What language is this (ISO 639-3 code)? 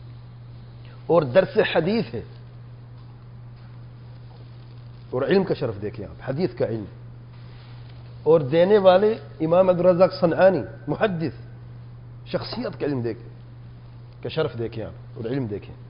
urd